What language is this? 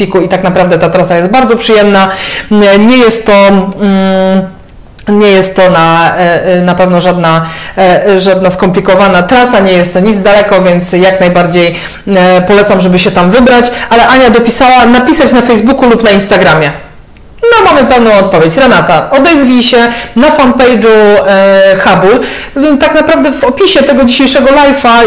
Polish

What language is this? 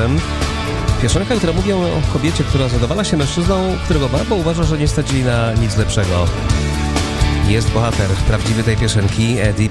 Polish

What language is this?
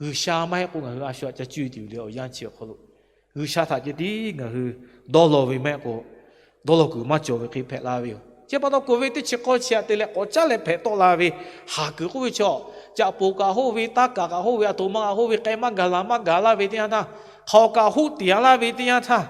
Lahu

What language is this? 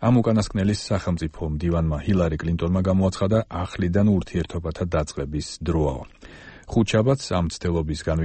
Georgian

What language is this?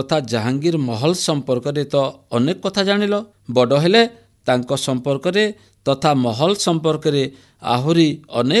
Odia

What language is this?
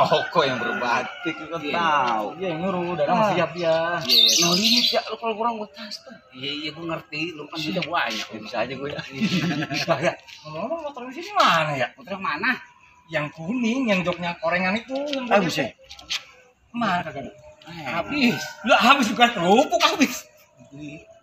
Betawi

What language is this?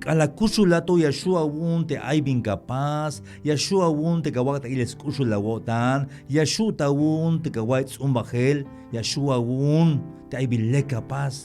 Tzeltal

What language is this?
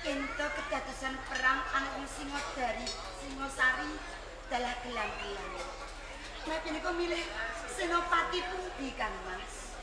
Javanese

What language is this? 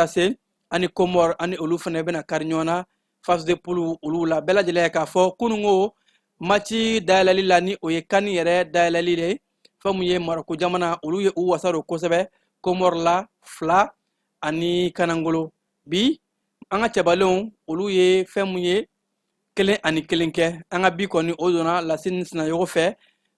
Bambara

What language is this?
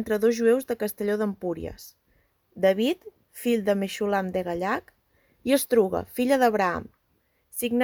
Catalan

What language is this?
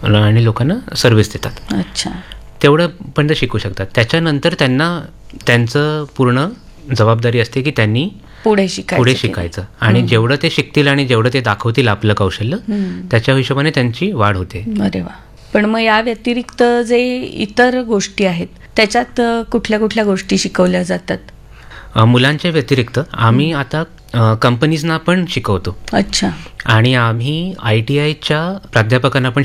Marathi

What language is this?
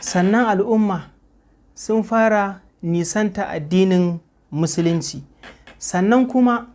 Hausa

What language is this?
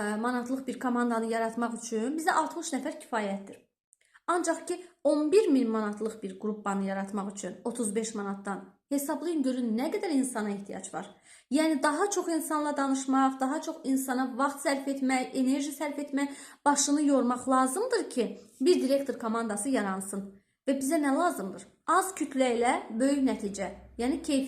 Azerbaijani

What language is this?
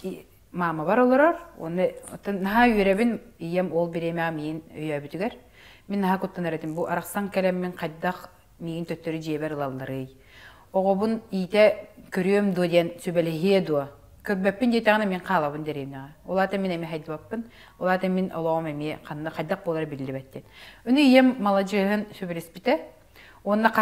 Yakut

